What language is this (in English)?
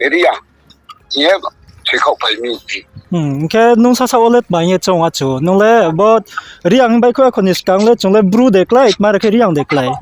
Riang (India)